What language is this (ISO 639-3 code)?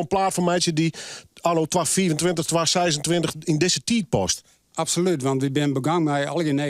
fry